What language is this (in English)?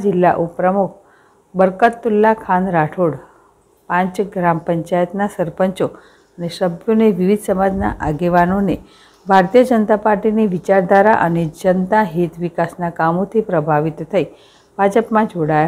Gujarati